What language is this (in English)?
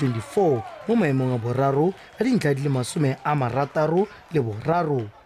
Tswana